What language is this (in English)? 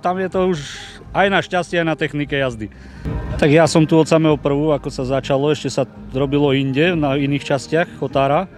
Slovak